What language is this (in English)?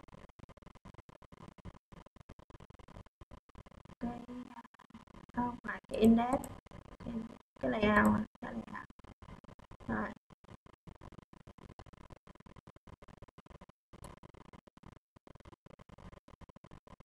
Vietnamese